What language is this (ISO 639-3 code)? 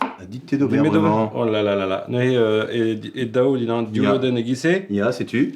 bre